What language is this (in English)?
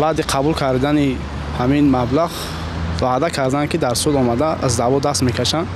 Tajik